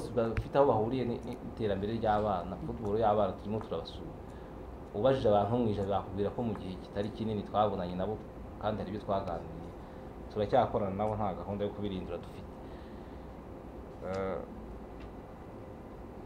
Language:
Kinyarwanda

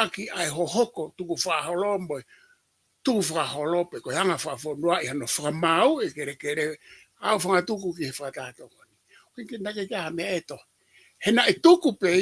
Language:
Tongan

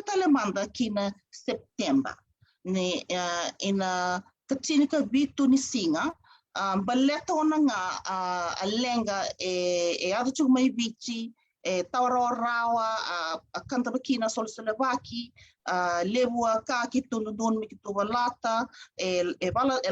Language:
Fijian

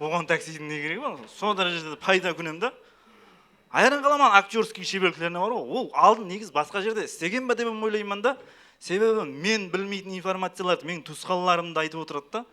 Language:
Kara-Kalpak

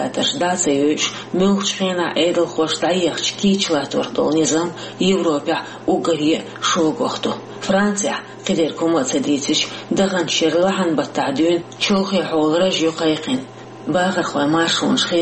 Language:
Chechen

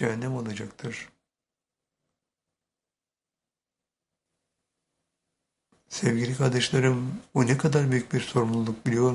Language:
Turkish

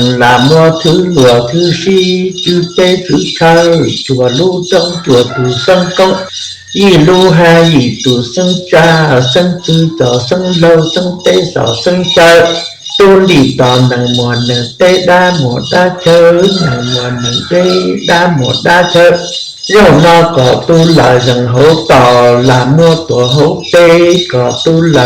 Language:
Hmong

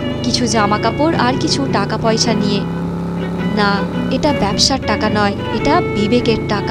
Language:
Bangla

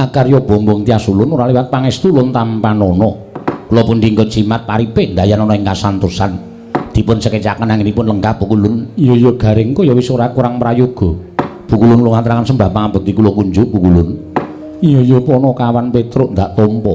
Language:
Javanese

